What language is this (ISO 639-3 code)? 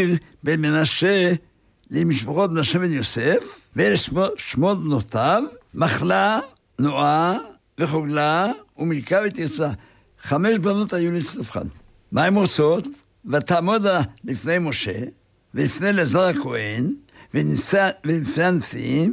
heb